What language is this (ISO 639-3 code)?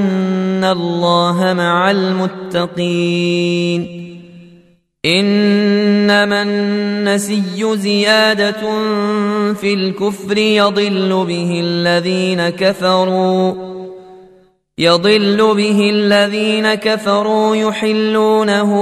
ara